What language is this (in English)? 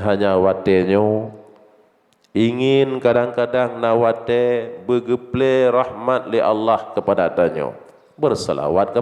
Achinese